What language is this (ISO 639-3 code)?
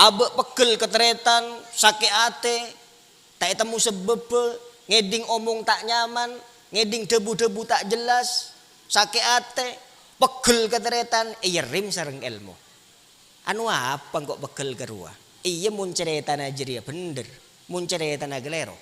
mad